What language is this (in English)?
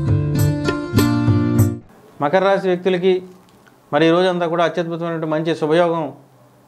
Telugu